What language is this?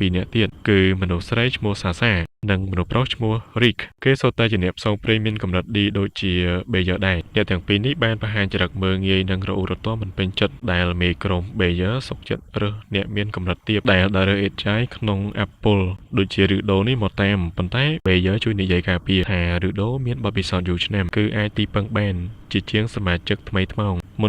Khmer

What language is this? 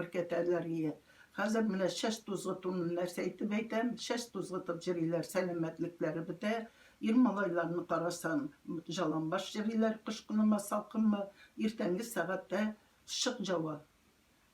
Tatar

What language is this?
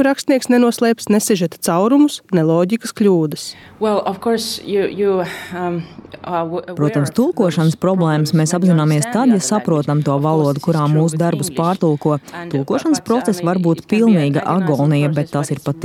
Latvian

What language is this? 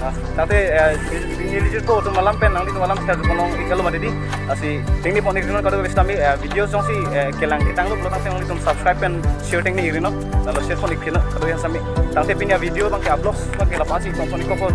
Karbi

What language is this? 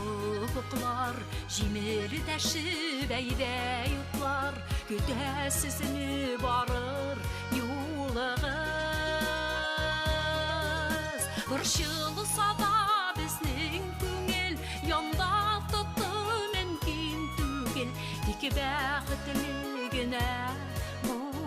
Bashkir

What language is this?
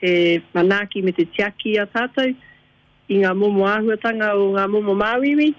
Māori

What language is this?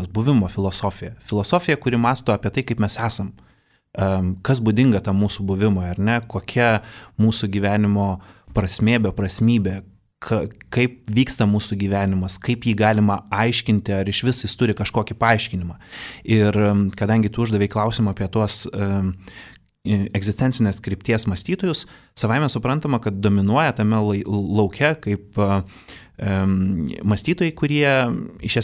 Lithuanian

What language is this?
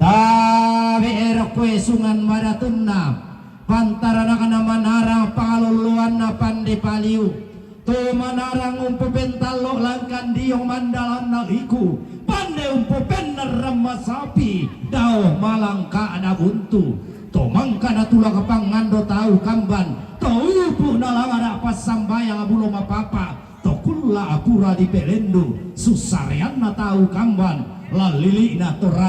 Toraja-Sa'dan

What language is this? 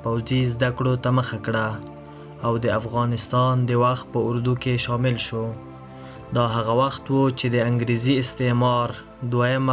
Pashto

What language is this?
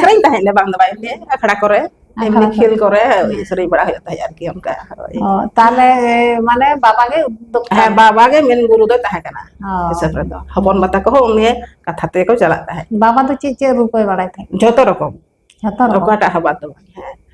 Santali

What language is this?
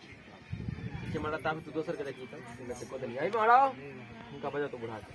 Maithili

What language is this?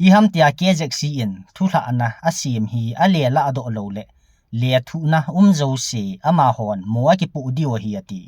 Thado Chin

